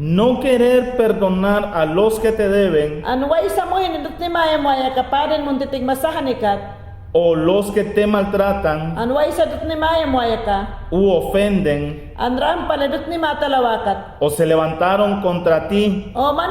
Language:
Mayangna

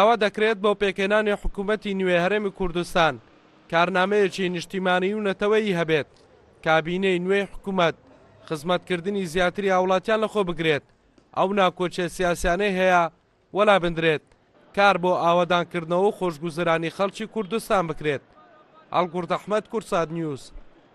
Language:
Central Kurdish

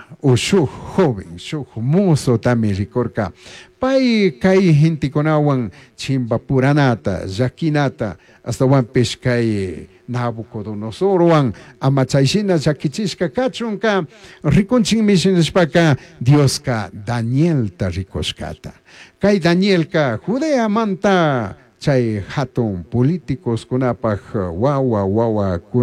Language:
Chimborazo Highland Quichua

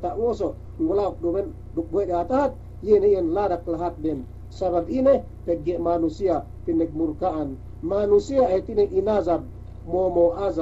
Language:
Yakan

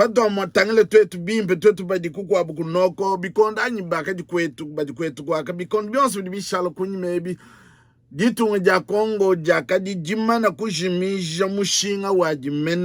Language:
Luba-Lulua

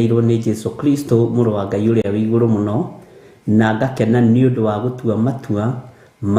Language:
Kikuyu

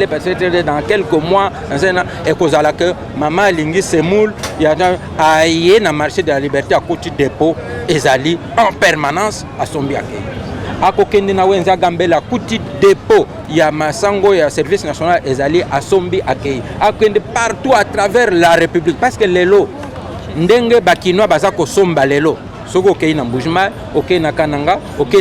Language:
Lingala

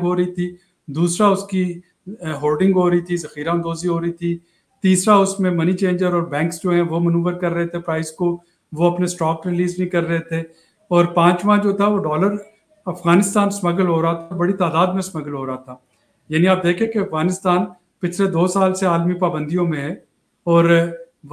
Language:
Urdu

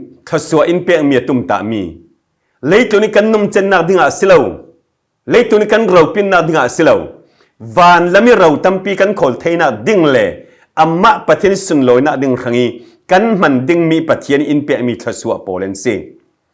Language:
Falam Chin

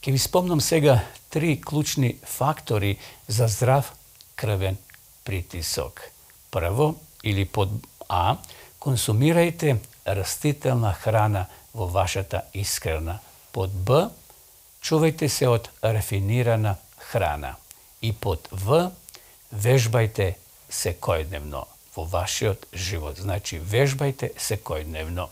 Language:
Macedonian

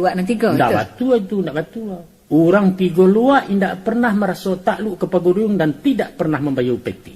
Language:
Minangkabau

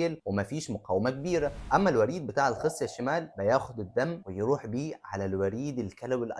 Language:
Egyptian Arabic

